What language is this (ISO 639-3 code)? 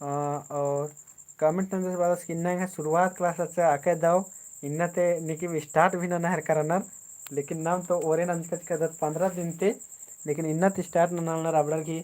kru